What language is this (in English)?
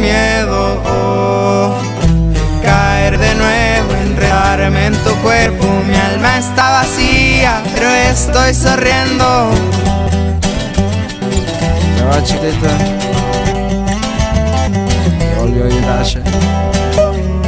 Spanish